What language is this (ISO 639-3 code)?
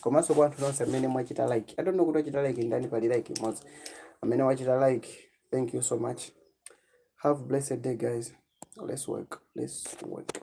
nya